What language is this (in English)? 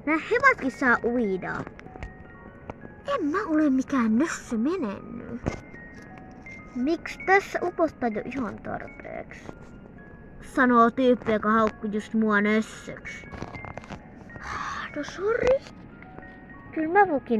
Finnish